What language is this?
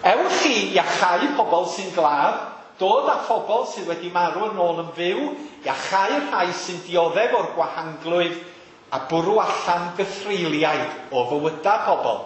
Welsh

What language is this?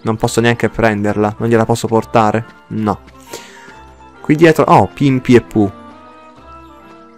Italian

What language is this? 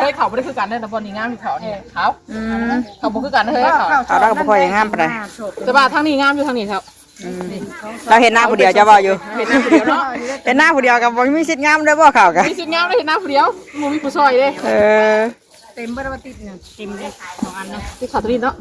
Northeastern Thai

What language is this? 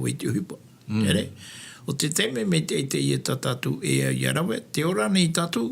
Tahitian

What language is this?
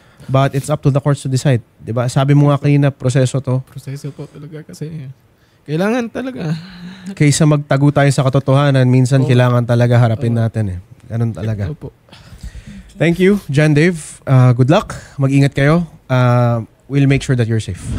Filipino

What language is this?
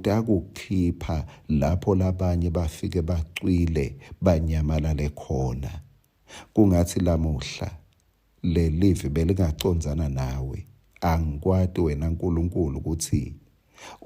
Swati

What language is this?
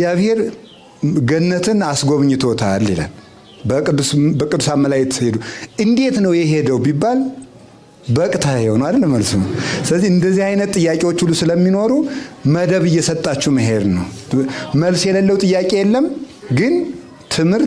Amharic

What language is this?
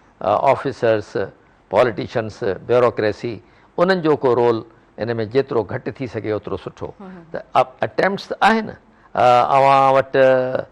Sindhi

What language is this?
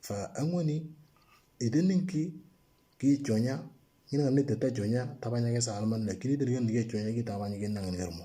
Moro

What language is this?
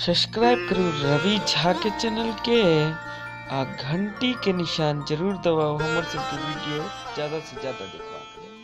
Maithili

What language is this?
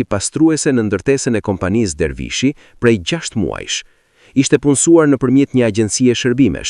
Albanian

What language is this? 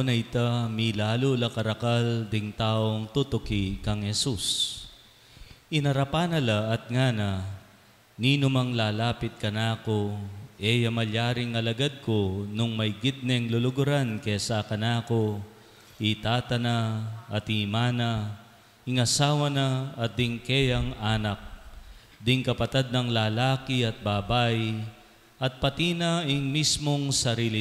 Pampanga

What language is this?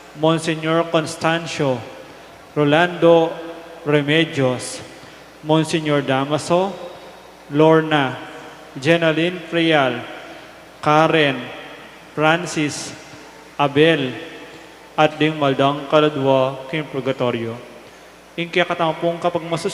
Pampanga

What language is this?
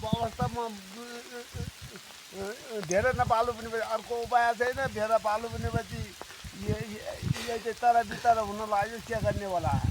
Nepali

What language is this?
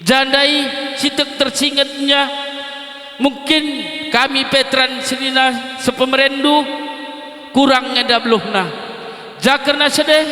Batak Karo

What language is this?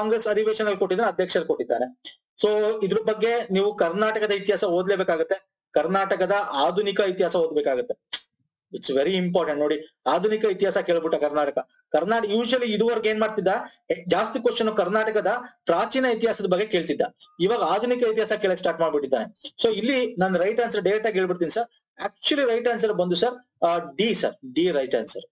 Kannada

